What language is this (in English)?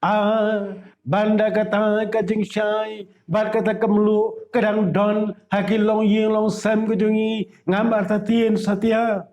Khasi